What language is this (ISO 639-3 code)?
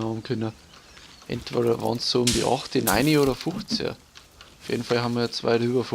bar